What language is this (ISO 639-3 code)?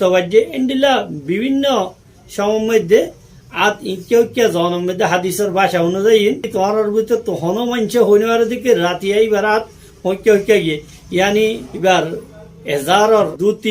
rhg